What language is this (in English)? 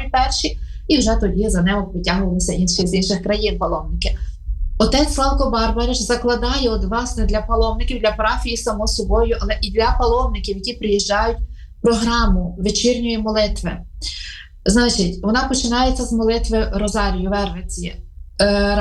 Ukrainian